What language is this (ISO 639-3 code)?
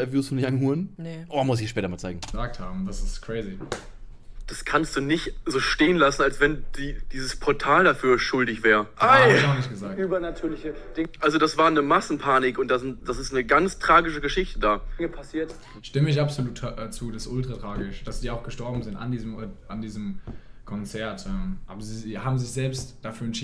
deu